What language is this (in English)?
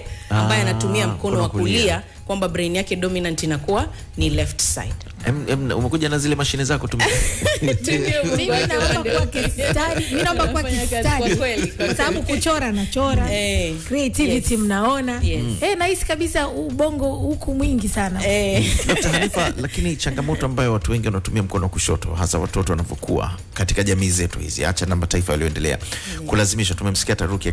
Swahili